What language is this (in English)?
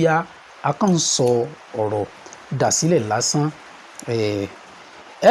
Yoruba